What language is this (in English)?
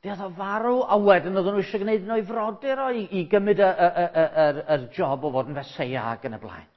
Welsh